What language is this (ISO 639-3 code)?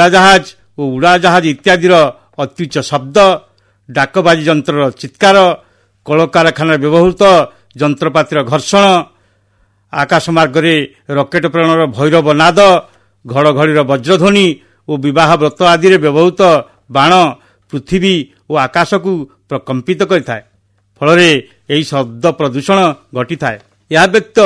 ori